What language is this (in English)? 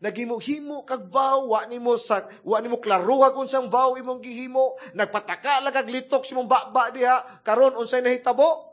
Cebuano